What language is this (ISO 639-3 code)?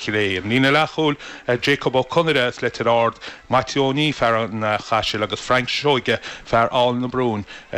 gle